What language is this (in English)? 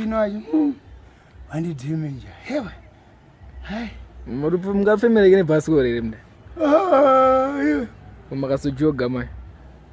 Shona